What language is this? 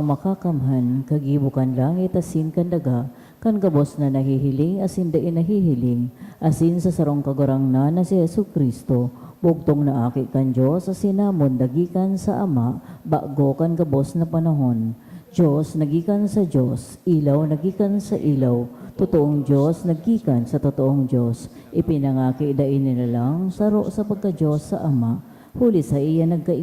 Bikol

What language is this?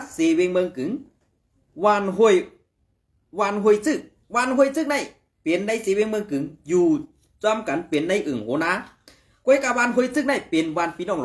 Shan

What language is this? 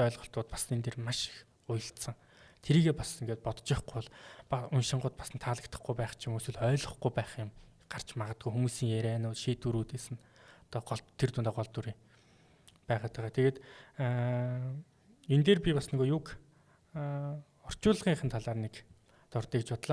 Mongolian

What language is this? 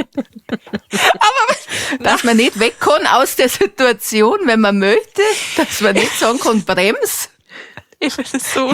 Bavarian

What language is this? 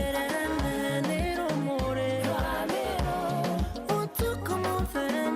Meru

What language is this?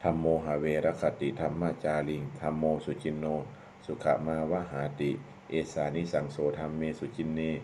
Pali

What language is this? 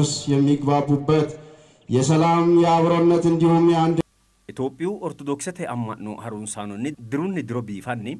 Sidamo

